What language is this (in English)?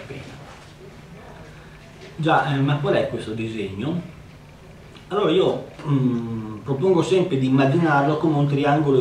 Italian